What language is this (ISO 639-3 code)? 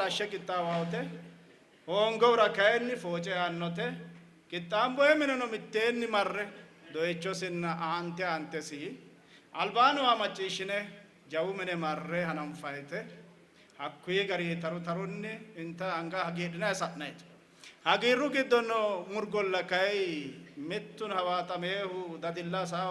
sid